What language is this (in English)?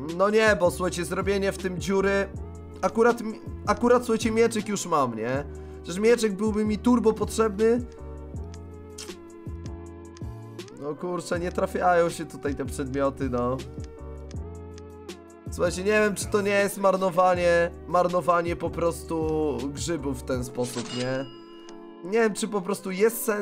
Polish